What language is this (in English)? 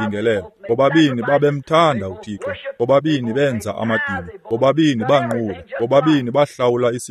Xhosa